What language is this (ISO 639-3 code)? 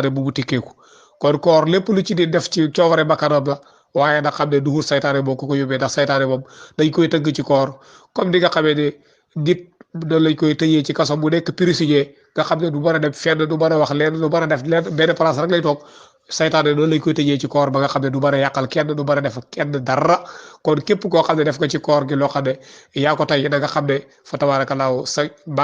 wol